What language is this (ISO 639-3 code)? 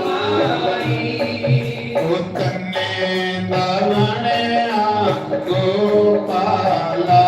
doi